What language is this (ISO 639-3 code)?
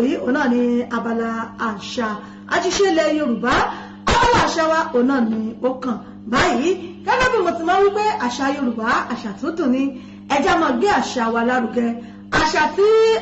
yor